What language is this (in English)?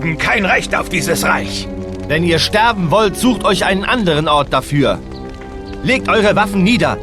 Bavarian